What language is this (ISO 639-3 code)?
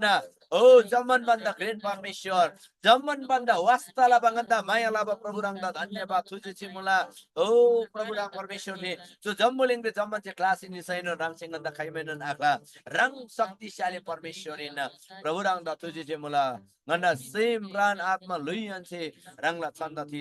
taj